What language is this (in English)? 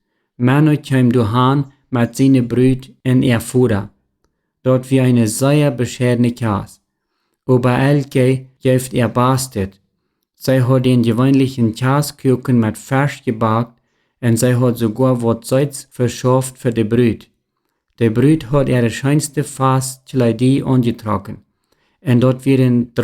Plautdietsch